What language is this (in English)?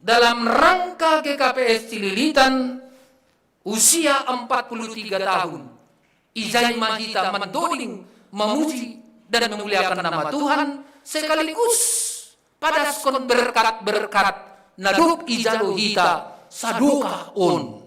Batak Simalungun